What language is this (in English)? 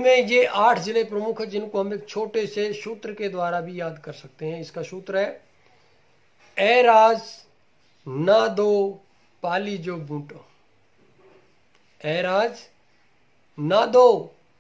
Hindi